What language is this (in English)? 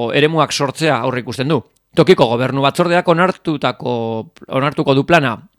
Basque